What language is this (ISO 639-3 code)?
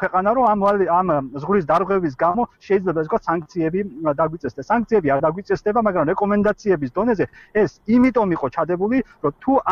kat